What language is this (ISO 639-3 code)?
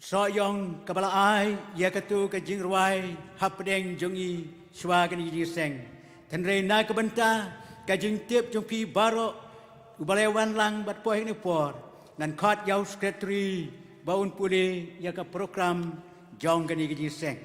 kha